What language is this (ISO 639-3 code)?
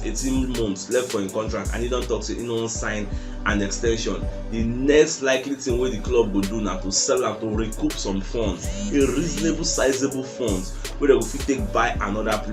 pcm